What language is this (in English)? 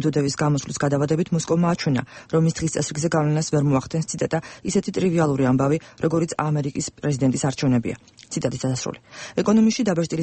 Georgian